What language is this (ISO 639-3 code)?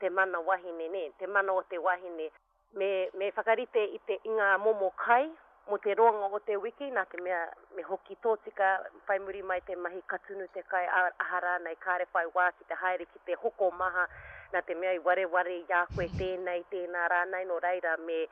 mri